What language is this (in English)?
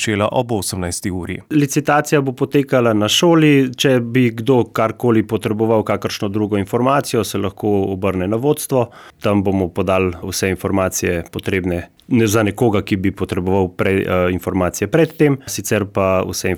Slovenian